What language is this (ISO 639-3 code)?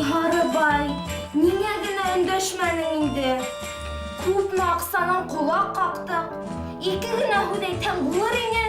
bak